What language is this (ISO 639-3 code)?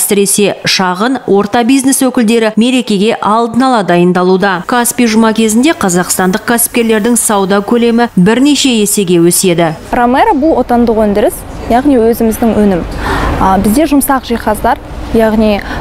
kaz